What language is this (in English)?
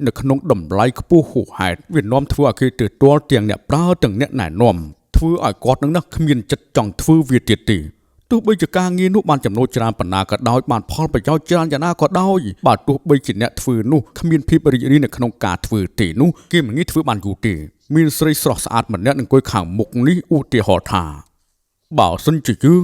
Khmer